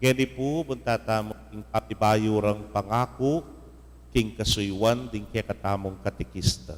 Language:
Pampanga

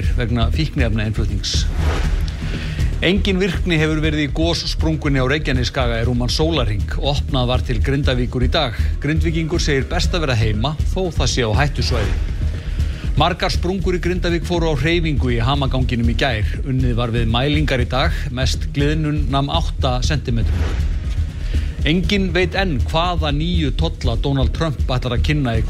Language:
Icelandic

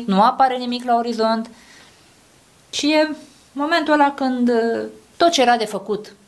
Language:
Romanian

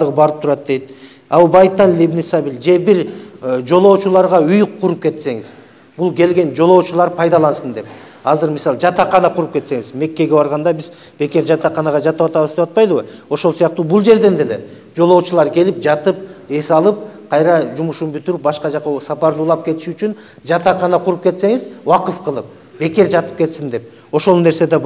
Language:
Kyrgyz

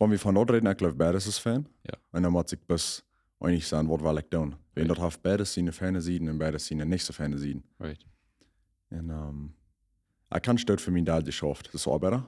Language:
Plautdietsch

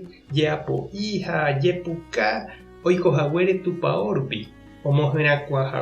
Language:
Guarani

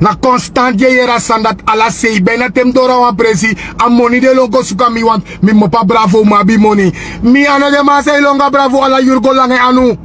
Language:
Sranan Tongo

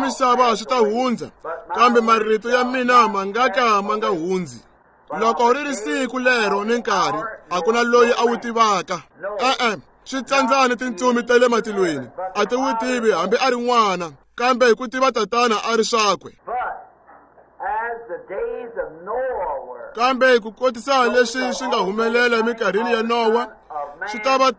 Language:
Tsonga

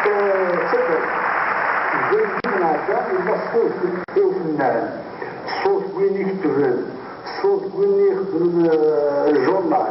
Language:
Kabyle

